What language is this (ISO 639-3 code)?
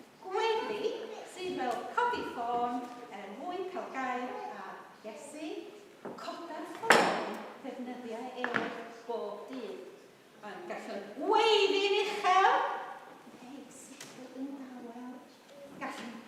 cym